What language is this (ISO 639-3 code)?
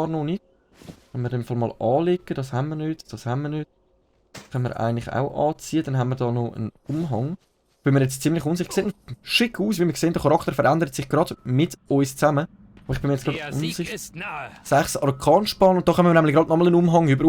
gsw